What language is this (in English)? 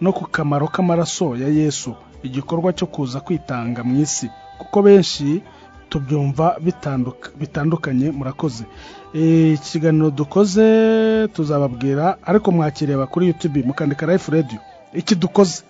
Kinyarwanda